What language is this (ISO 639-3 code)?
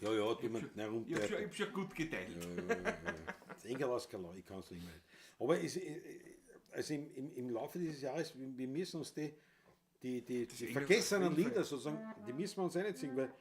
bar